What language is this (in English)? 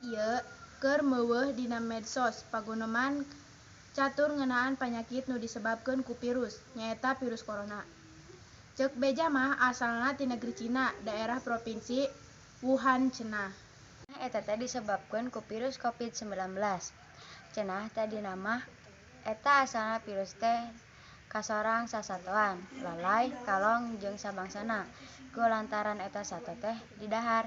Sundanese